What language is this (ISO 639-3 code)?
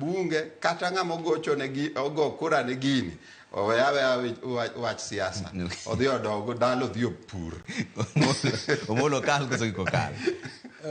luo